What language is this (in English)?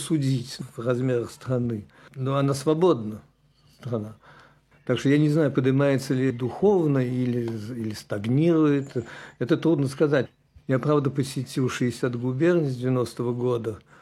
Russian